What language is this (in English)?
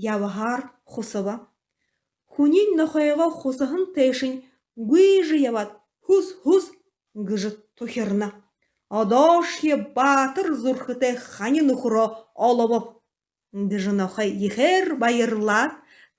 Buriat